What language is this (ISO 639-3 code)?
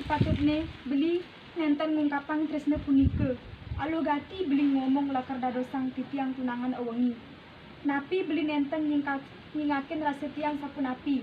ban